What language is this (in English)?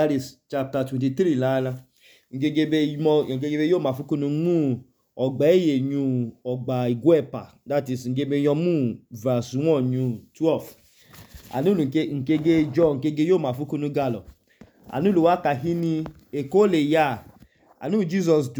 Idoma